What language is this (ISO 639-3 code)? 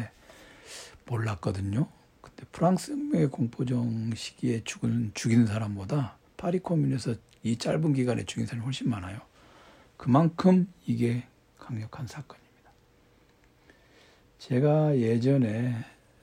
kor